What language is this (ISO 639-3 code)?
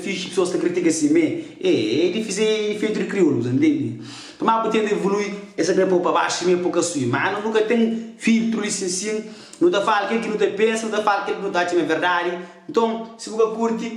kea